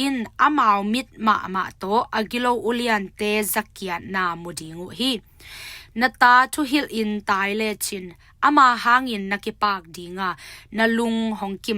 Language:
Tedim Chin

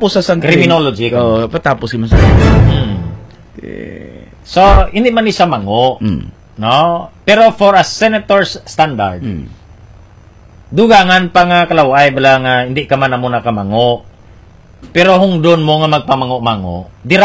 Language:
Hiligaynon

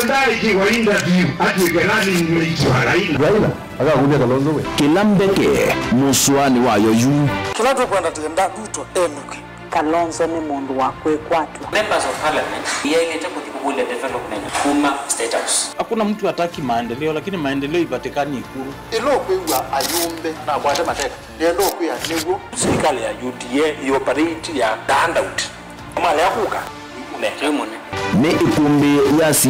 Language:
Kamba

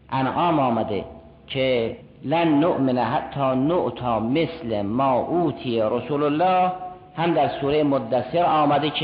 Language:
Persian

